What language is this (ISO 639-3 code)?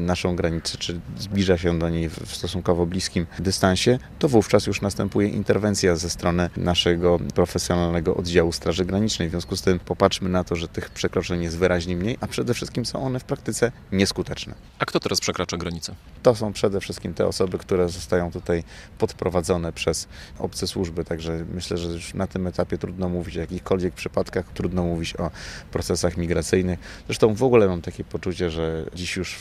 pol